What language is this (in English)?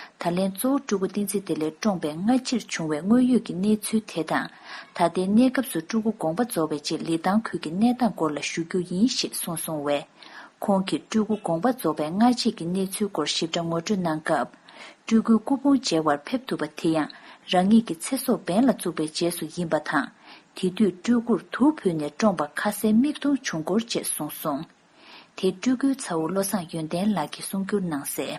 Tibetan